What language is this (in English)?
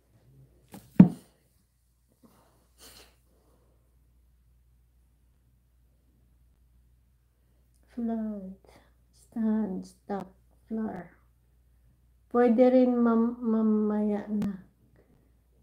Filipino